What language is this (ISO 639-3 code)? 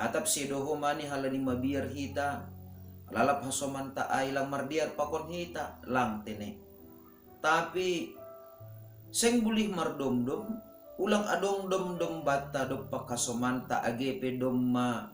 bts